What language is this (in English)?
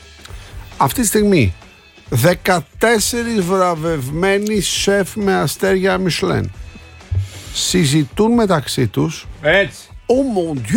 Greek